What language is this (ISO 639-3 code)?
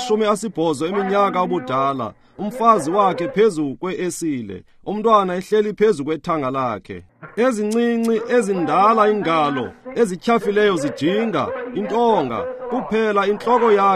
xho